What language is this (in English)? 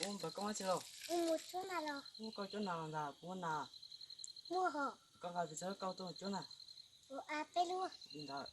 Hmong